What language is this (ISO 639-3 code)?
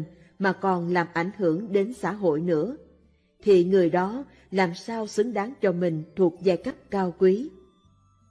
vie